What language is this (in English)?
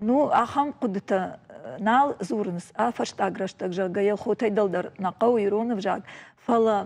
Ossetic